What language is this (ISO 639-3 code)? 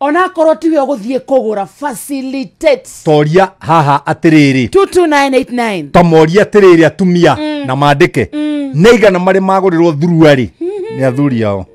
kik